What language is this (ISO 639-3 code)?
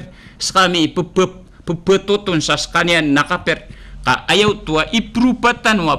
mrw